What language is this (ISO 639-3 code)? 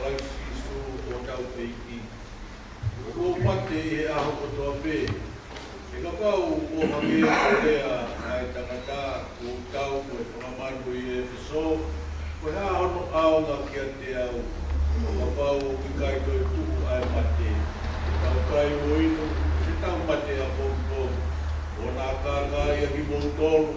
ton